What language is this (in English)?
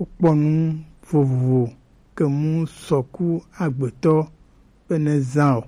Gen